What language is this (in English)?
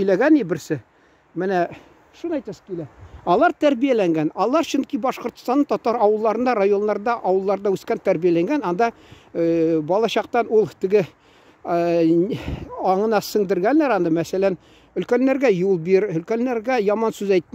Tatar